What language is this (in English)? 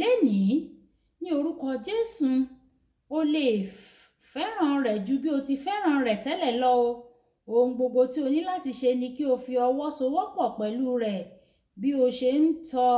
Yoruba